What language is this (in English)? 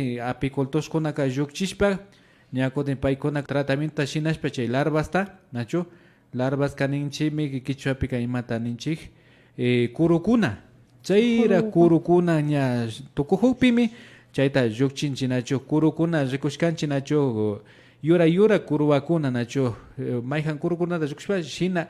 Imbabura Highland Quichua